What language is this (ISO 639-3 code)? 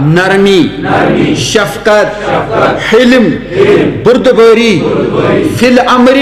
kas